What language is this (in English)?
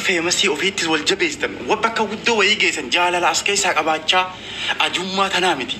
Oromo